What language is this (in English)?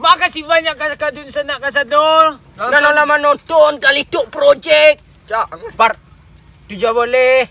Minangkabau